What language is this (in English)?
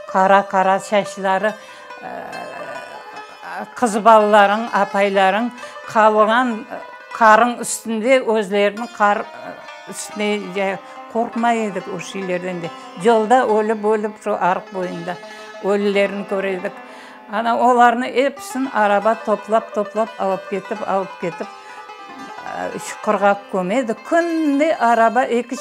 Crimean Tatar